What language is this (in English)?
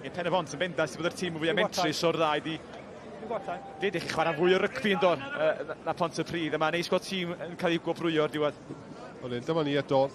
Welsh